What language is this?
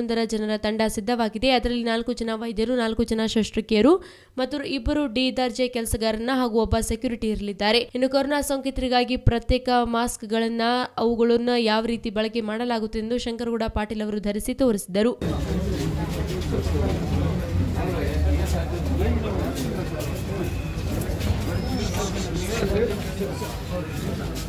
Kannada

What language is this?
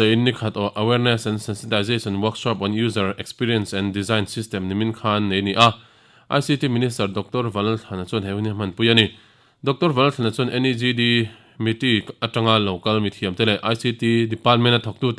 Mizo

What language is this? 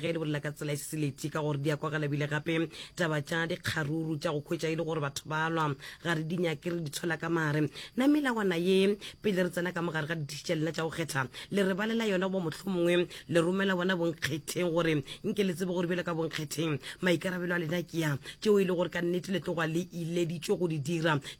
Northern Sotho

